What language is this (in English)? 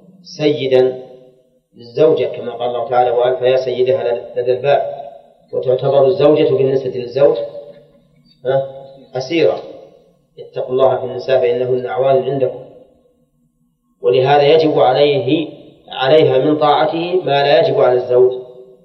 Arabic